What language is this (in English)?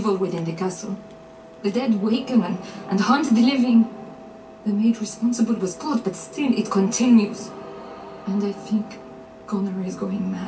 English